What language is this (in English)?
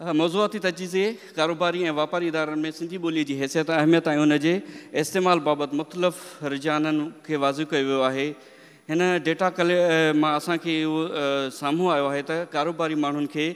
Sindhi